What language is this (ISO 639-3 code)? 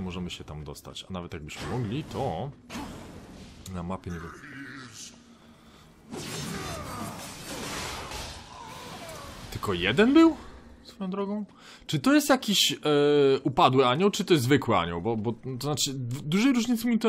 pol